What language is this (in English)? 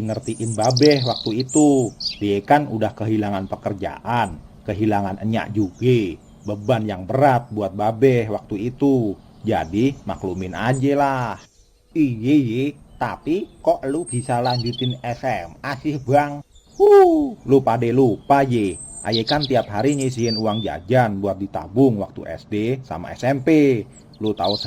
Betawi